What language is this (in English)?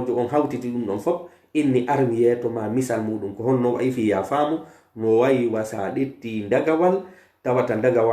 Pular